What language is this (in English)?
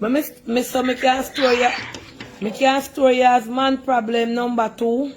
Jamaican Creole English